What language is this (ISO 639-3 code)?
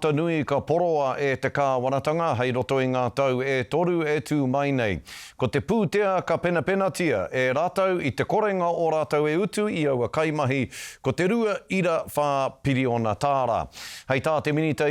mri